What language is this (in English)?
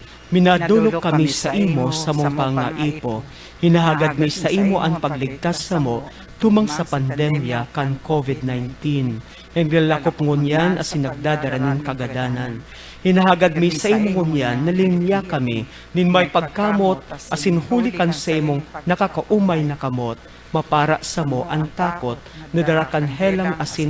Bikol